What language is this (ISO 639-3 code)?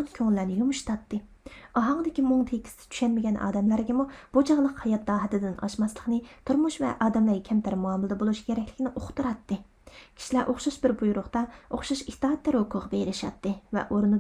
uig